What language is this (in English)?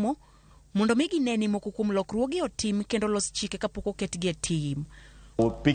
Luo (Kenya and Tanzania)